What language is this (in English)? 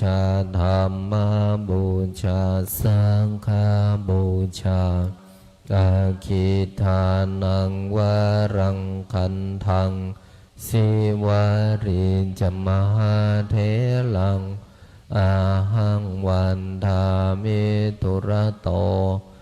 Pali